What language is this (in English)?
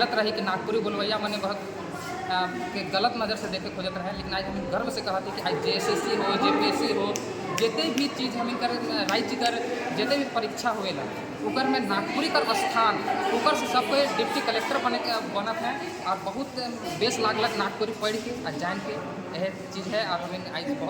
Sadri